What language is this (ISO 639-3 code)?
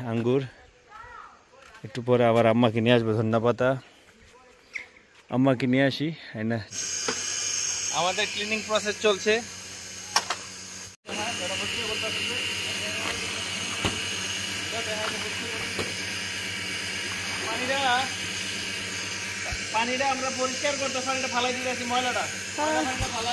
ben